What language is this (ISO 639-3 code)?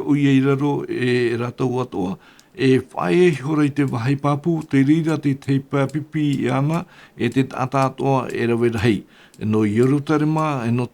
tah